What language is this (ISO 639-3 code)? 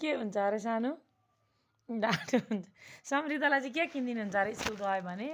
nep